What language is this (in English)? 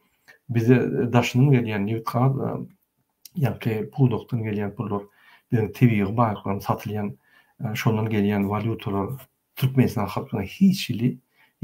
Turkmen